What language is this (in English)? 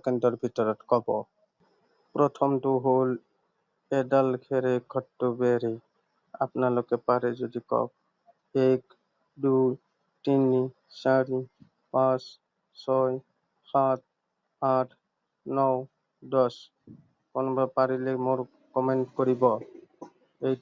Assamese